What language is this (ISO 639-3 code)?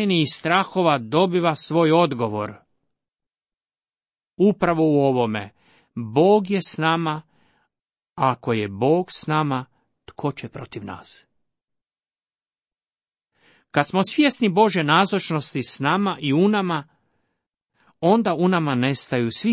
hrv